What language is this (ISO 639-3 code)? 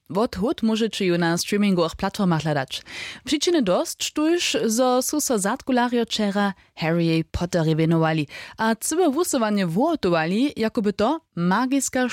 hsb